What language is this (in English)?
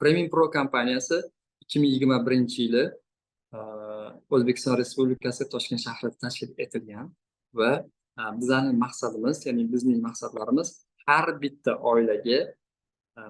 Uzbek